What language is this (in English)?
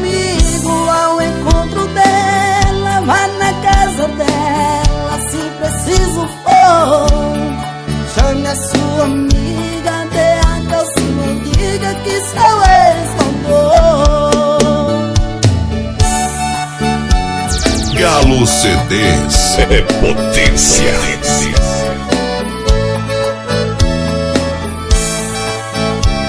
Portuguese